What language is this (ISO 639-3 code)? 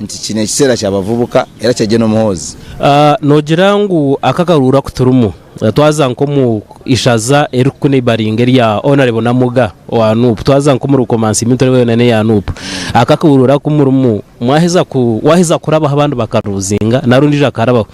nyn